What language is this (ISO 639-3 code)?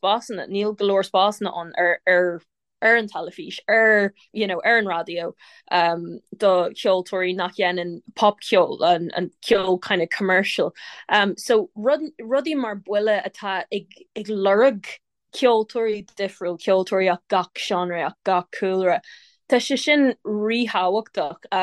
gle